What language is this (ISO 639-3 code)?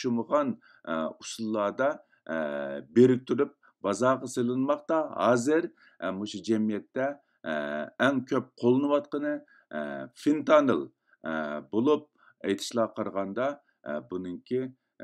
uig